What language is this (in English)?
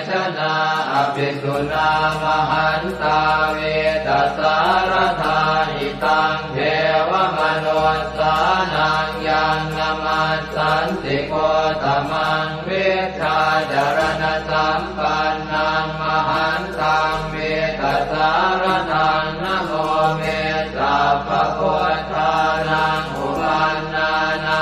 Pali